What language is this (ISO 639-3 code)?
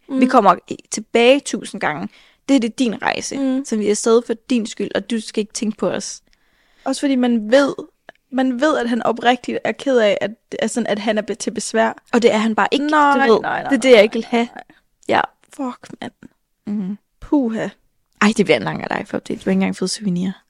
dan